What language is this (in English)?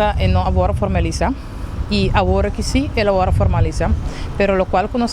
Papiamento